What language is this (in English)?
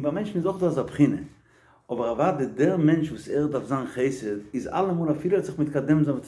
Yiddish